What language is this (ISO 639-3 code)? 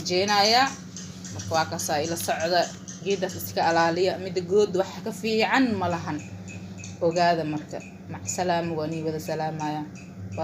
som